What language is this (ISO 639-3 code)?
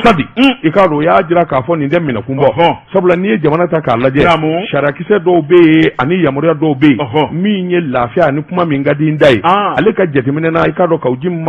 bam